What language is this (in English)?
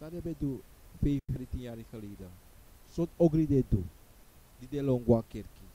Sranan Tongo